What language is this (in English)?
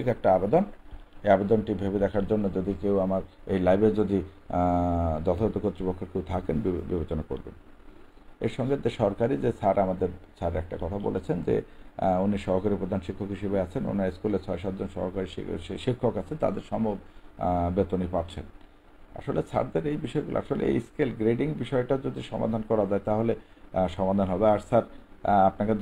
Bangla